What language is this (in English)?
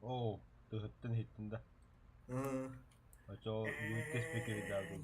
Yakut